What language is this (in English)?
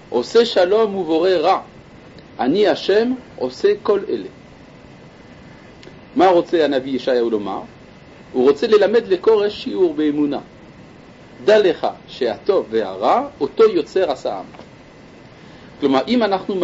Hebrew